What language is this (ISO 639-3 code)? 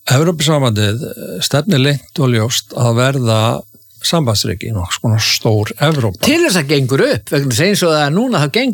isl